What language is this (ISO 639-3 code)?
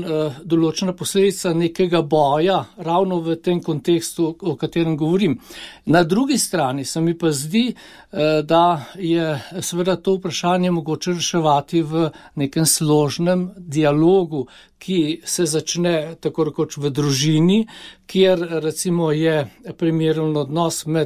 slv